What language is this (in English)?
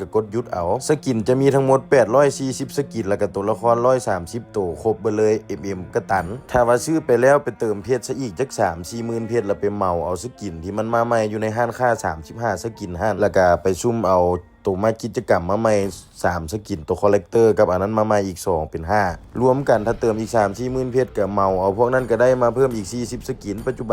Lao